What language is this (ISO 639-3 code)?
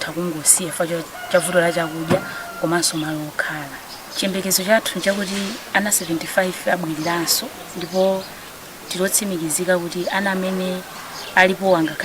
nya